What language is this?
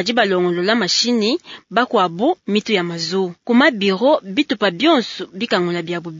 Luba-Lulua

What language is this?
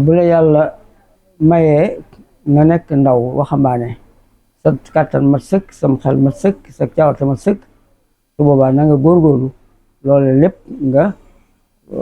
Wolof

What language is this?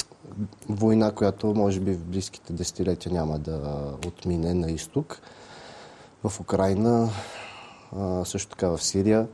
Bulgarian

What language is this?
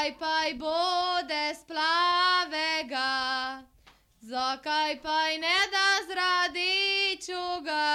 Slovenian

